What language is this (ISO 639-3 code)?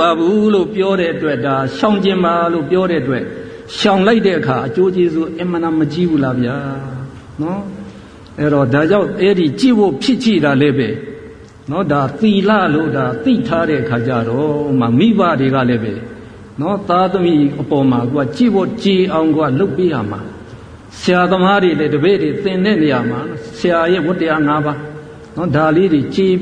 mya